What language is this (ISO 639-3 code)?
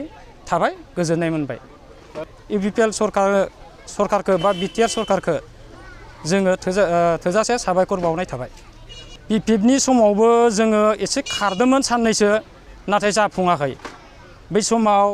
brx